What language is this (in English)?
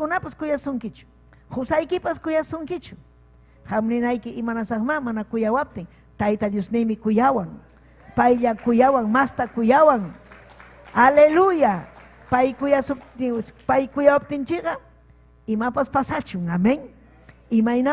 Ayacucho Quechua